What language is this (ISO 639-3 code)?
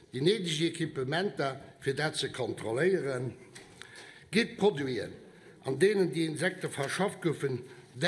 ltz